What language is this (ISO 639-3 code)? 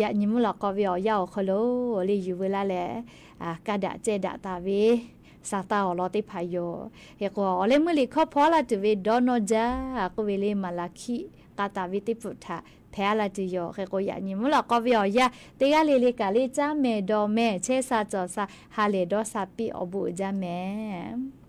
lhu